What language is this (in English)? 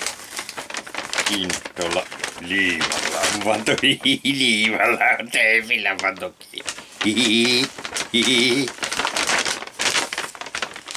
Finnish